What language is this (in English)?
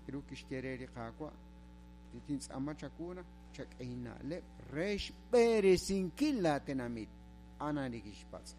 Kekchí